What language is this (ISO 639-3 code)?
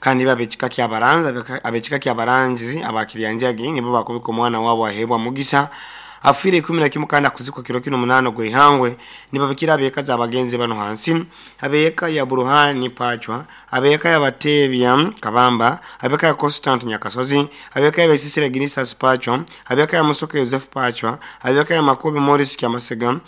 nyo